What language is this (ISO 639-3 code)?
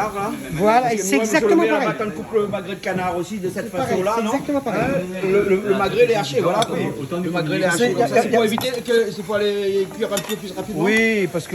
rcf